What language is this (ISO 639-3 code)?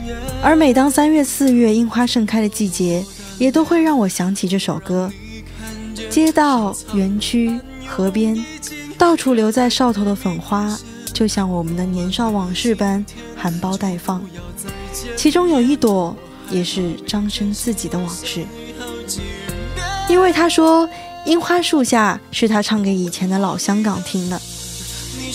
zho